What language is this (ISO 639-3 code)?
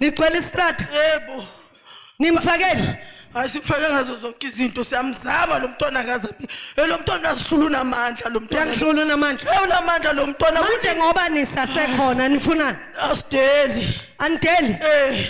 zul